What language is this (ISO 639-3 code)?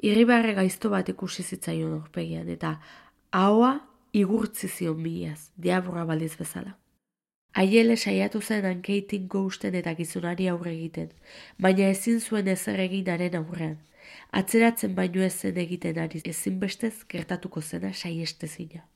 eus